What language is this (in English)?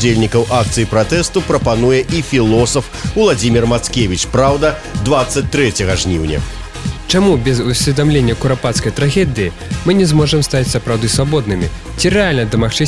Belarusian